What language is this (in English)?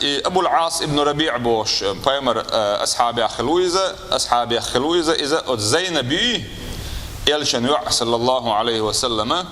Chechen